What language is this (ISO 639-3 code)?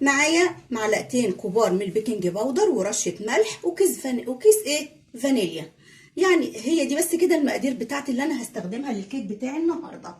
arz